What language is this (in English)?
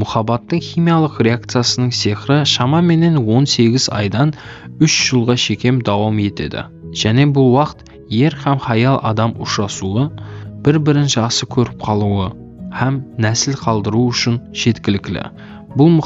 Kara-Kalpak